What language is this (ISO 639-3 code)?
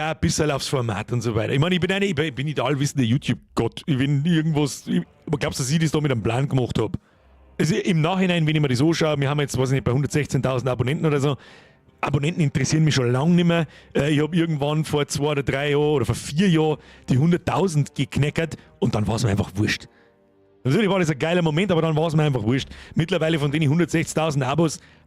bar